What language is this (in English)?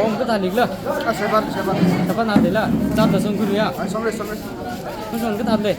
Tangkhul Naga (India)